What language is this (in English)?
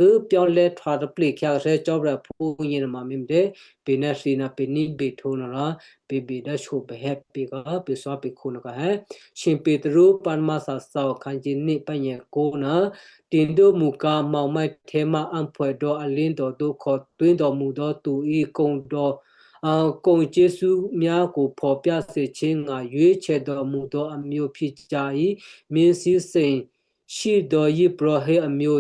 Western Kayah